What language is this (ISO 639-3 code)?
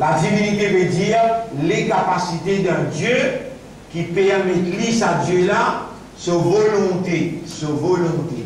mfe